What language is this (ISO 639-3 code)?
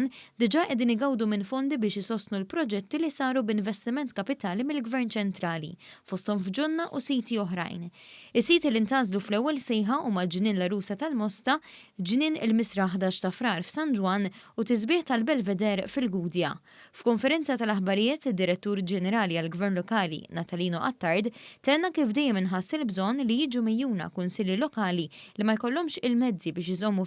mlt